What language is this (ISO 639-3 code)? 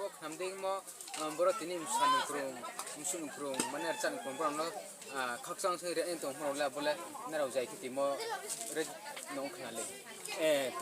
ria